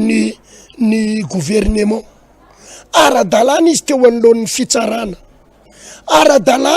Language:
Malagasy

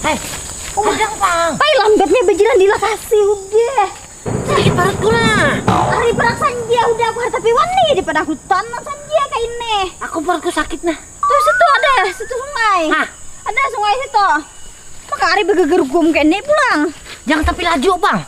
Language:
Banjar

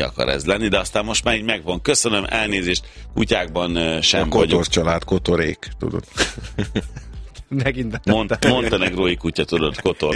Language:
Hungarian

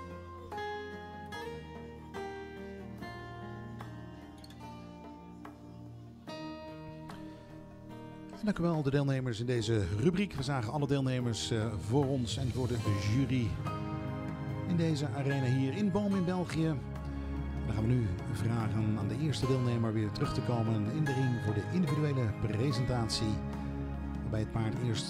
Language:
Dutch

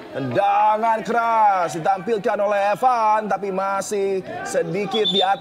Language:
Indonesian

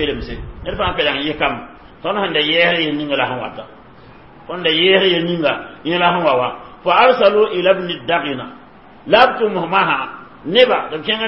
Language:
Mossi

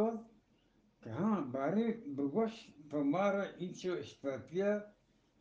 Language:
Eastern Balochi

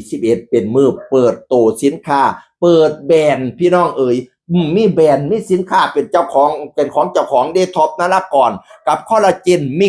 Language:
Northeastern Thai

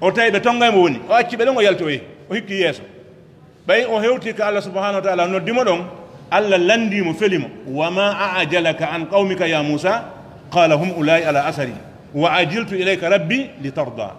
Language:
Fula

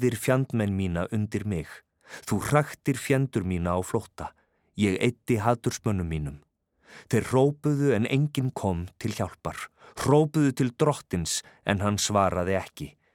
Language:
Icelandic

